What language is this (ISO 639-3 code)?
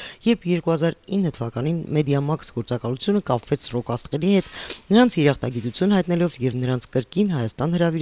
hye